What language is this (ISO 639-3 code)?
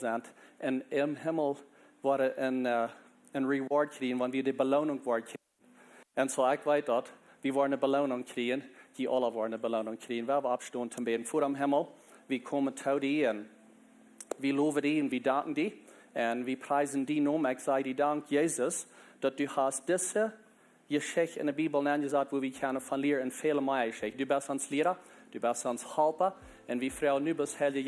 pdt